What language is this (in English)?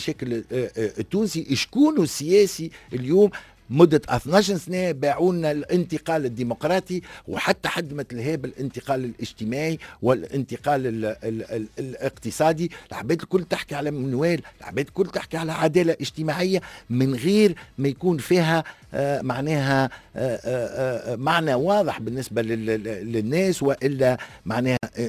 Tunisian Arabic